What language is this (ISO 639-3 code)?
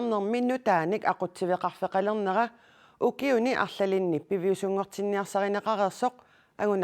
kal